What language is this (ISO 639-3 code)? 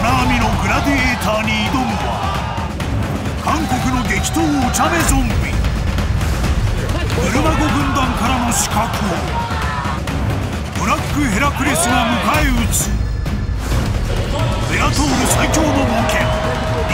jpn